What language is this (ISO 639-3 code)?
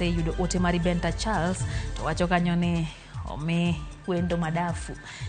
luo